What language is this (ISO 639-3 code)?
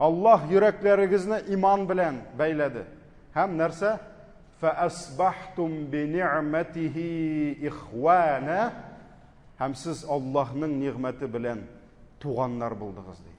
tat